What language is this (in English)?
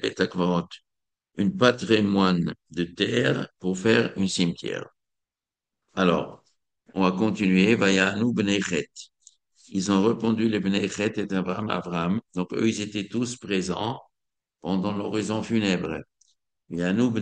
French